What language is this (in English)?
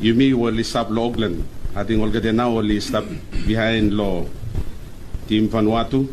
Bislama